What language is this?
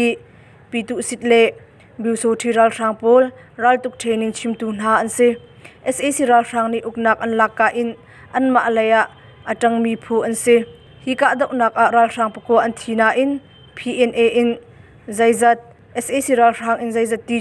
Hakha Chin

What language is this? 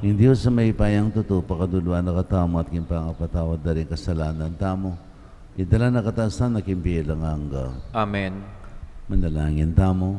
Pampanga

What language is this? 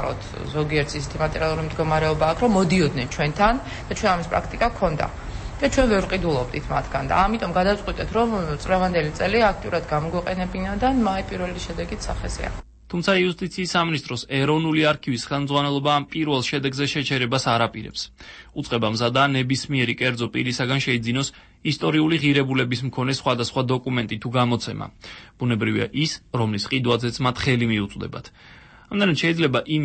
Georgian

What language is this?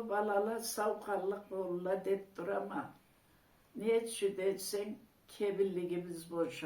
Karachay-Balkar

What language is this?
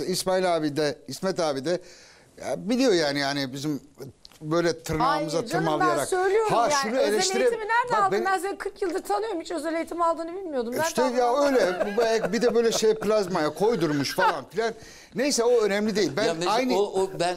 Turkish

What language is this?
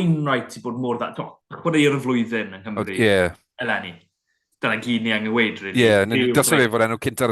Welsh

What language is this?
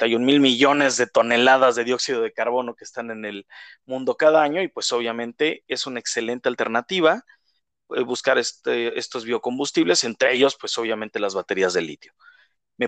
Spanish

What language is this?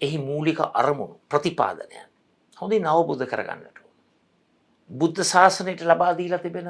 Sinhala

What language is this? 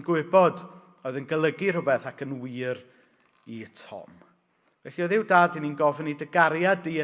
Welsh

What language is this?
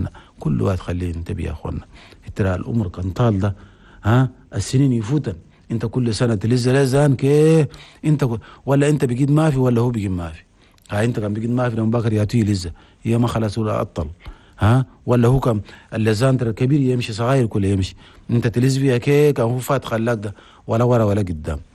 Chadian Arabic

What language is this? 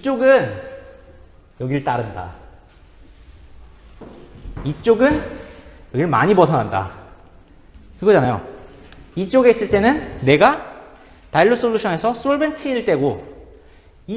Korean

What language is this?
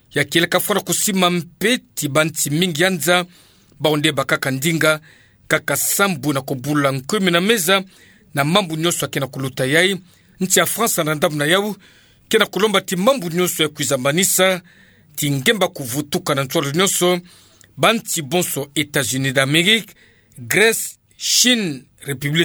Kituba (Democratic Republic of Congo)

